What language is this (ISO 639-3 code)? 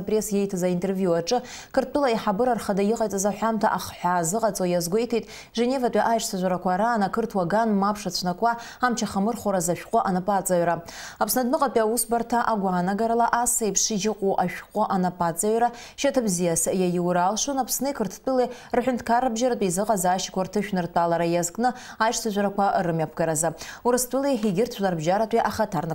abk